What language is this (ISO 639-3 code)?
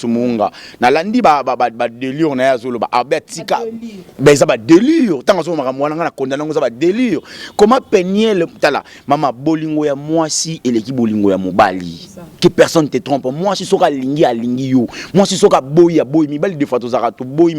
lin